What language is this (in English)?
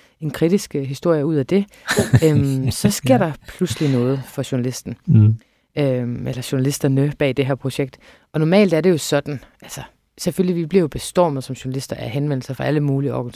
Danish